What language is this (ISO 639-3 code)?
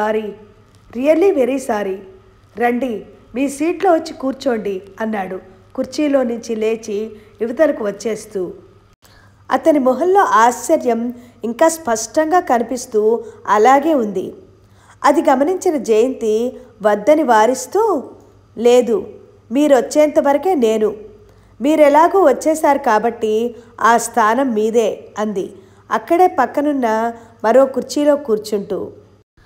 tel